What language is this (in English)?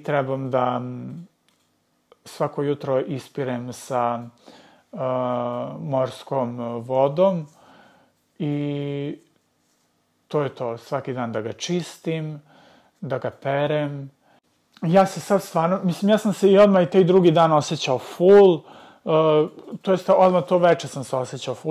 Serbian